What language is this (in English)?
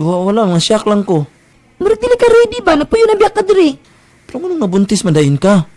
Cebuano